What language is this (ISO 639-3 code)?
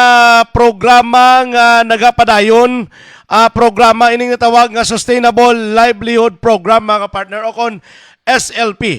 hil